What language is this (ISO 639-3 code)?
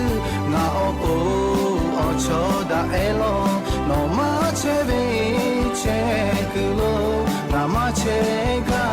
lhu